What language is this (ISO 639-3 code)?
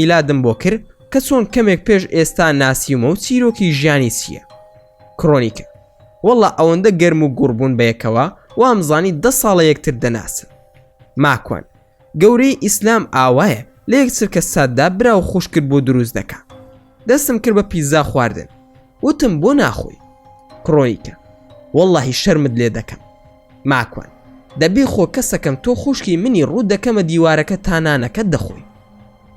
ckb